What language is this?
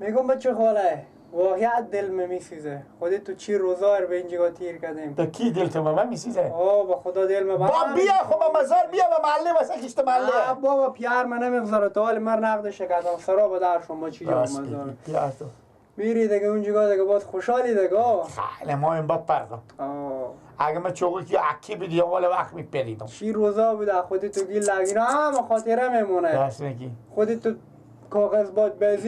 Persian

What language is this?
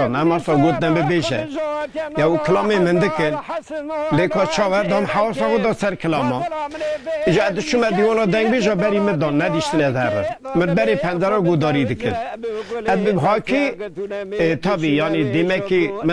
Kurdish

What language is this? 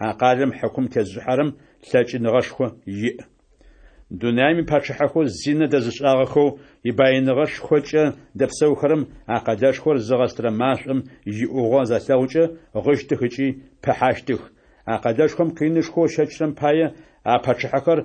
Adyghe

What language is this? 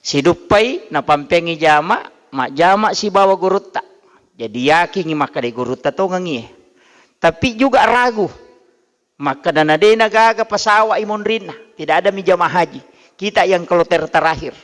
Buginese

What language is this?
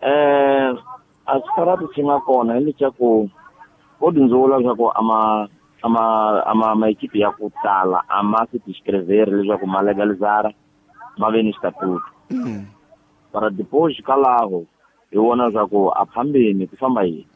Tsonga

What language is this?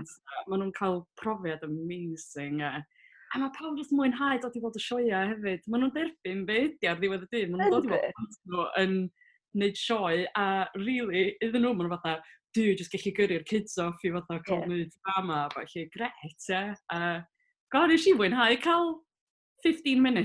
Welsh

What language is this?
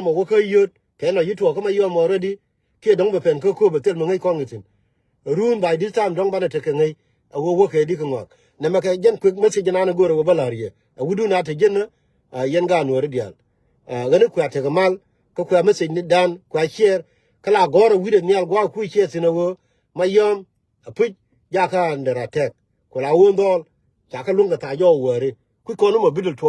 Nuer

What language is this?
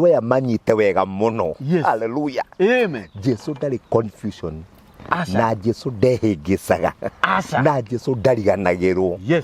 Kikuyu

